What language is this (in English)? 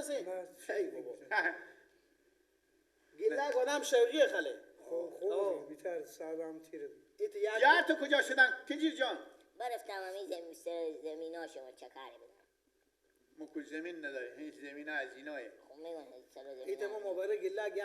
Persian